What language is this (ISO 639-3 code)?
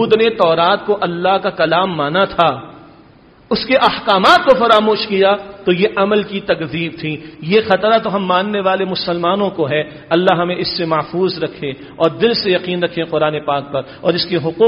urd